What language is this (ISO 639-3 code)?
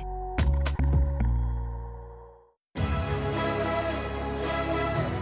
ita